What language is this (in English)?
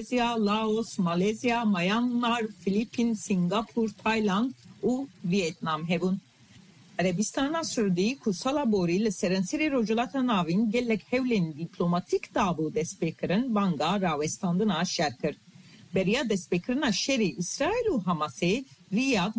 Kurdish